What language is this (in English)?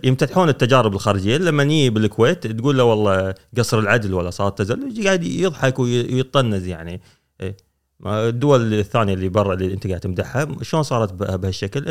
Gulf Arabic